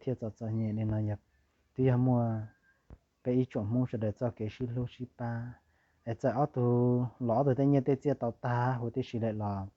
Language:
Hmong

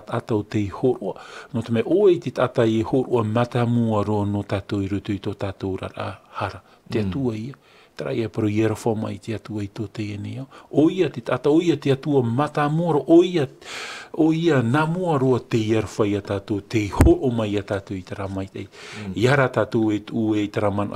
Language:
Tahitian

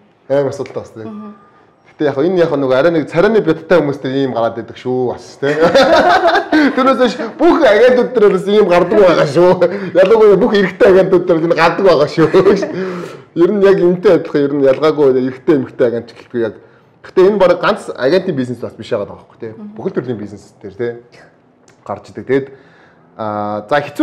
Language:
Mongolian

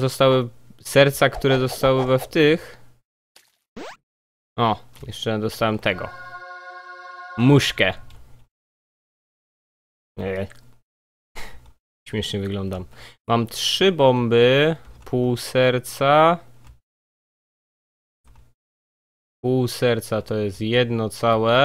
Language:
Polish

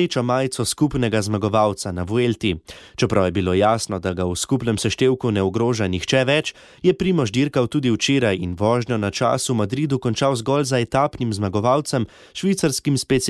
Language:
Slovenian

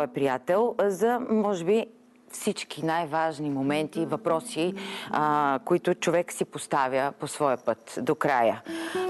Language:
Bulgarian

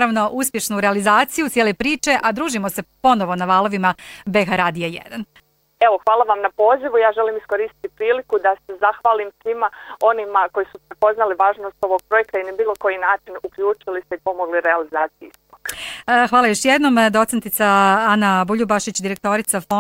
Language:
Bosnian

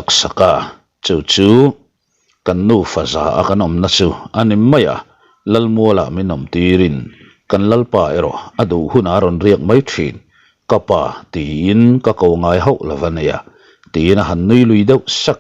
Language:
Mizo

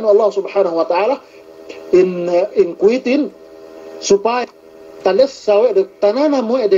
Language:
Yakan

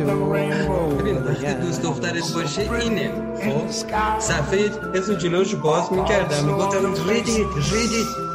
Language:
Persian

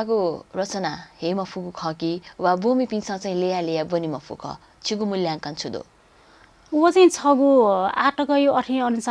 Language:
Newari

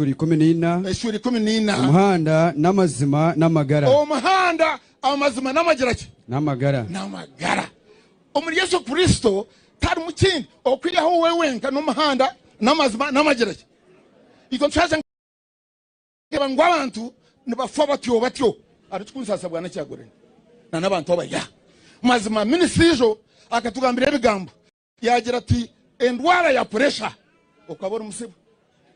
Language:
Nyankole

